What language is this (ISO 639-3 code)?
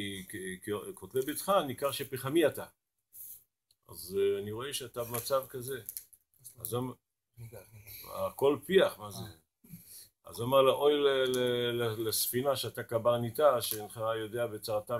heb